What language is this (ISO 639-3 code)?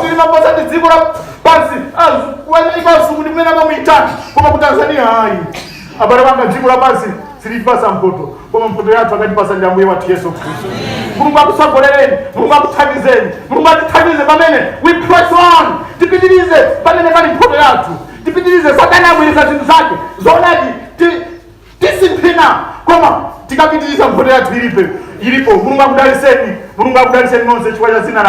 nya